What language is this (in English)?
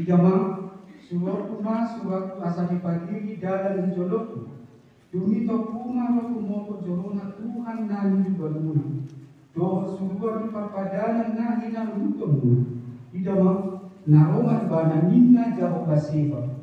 Batak Toba